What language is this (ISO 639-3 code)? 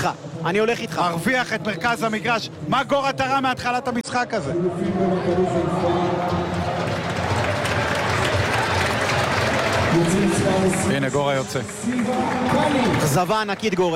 heb